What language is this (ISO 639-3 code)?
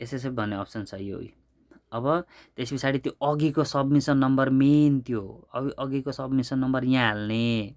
nep